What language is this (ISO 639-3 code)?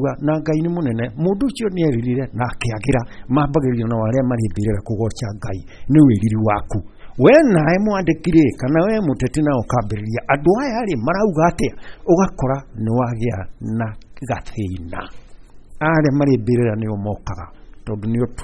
kik